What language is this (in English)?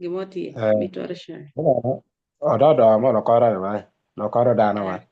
Acoli